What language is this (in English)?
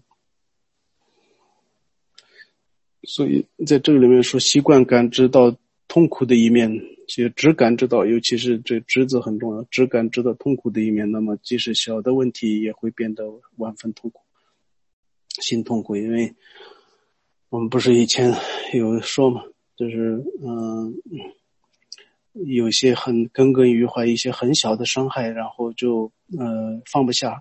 Chinese